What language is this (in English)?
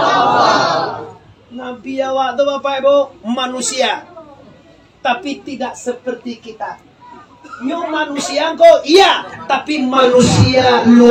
Minangkabau